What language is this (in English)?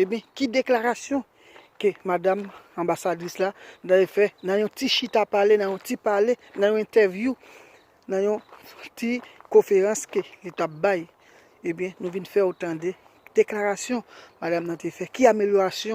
Haitian Creole